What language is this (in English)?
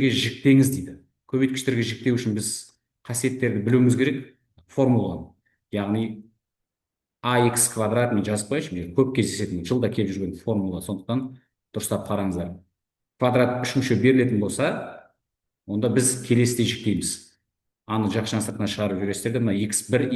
Kazakh